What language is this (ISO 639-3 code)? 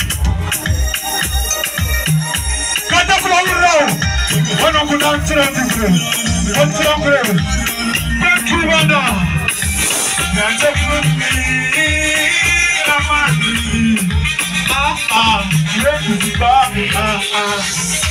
kin